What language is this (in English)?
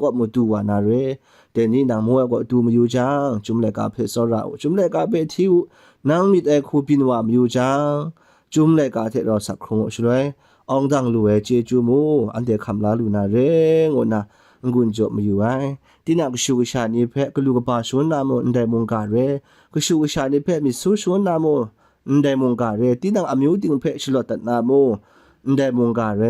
Kachin